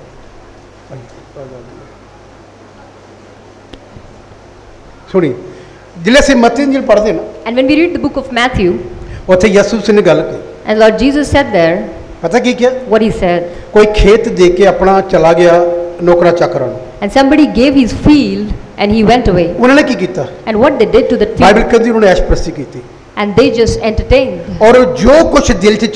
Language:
Punjabi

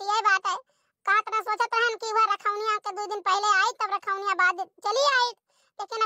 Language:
Awadhi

